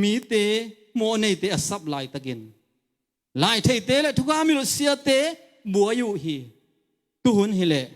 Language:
Tedim Chin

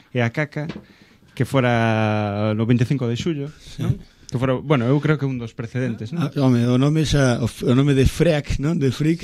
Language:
Galician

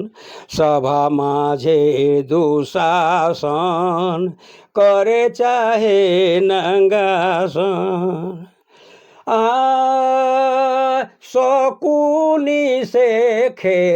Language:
Sadri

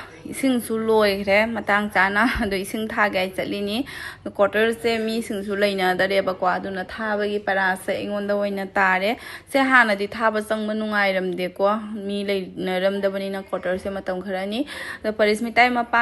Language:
Manipuri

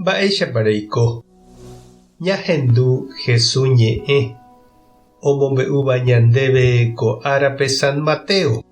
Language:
Guarani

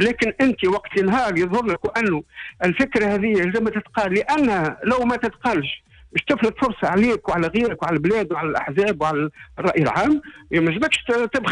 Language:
Tunisian Arabic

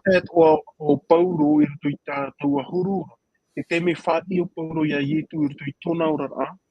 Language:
Tahitian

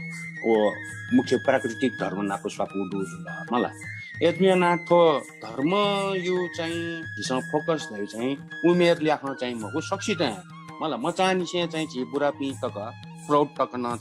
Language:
Newari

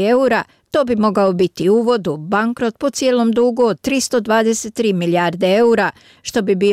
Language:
Croatian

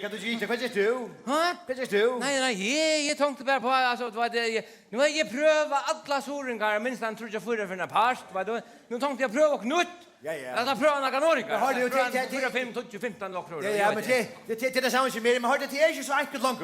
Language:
Faroese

